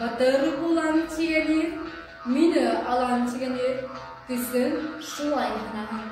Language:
Bashkir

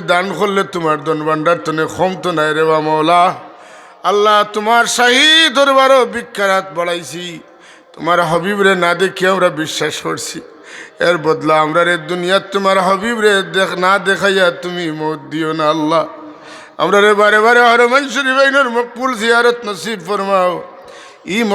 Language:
Sylheti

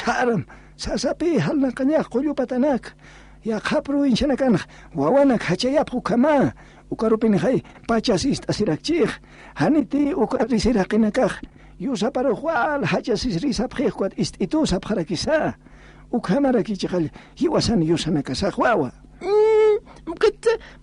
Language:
Aymara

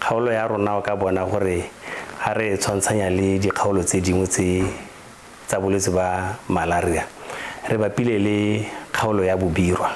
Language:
Tswana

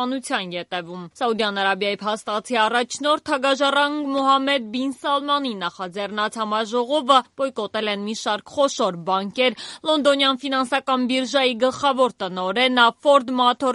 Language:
Armenian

